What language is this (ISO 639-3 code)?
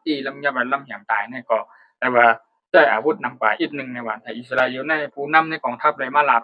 shn